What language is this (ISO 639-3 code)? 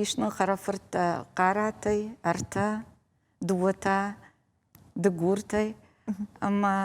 oss